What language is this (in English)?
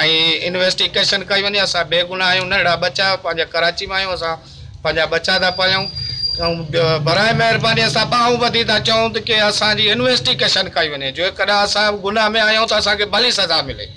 Sindhi